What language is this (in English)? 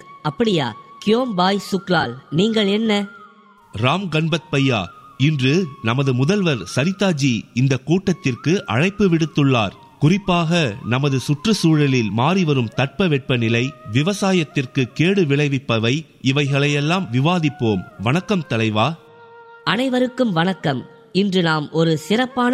Tamil